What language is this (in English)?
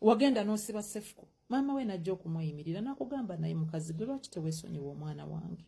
Ganda